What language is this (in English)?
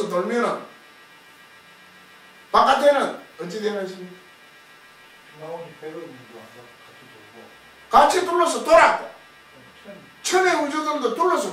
Korean